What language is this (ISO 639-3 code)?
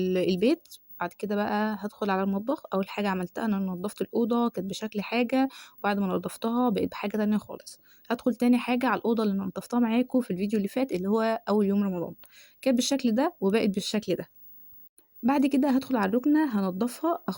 arz